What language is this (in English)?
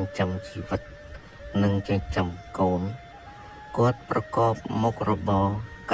Khmer